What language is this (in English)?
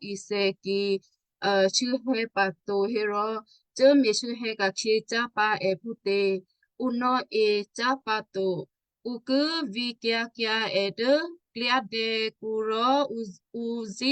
Western Kayah